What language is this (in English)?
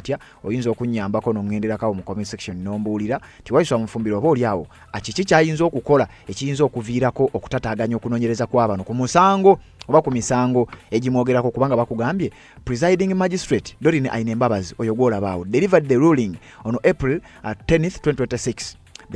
Ganda